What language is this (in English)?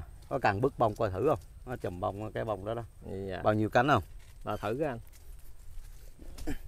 Vietnamese